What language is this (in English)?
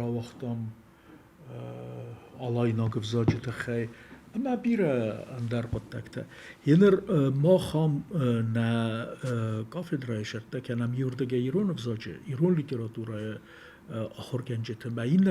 Ossetic